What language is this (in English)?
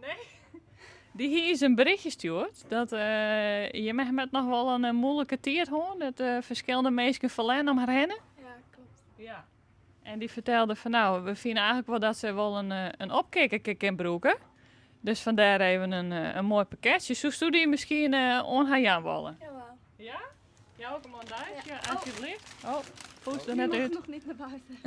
Western Frisian